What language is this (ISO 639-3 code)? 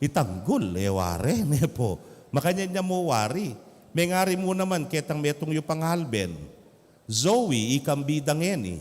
pam